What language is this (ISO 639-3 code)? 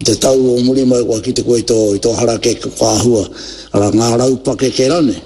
mri